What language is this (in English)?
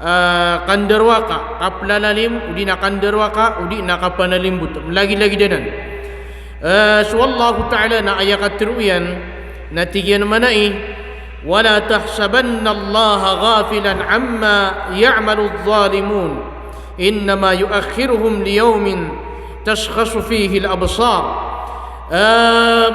Maranao